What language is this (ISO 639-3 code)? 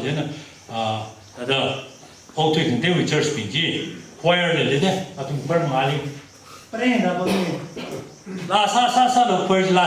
nmf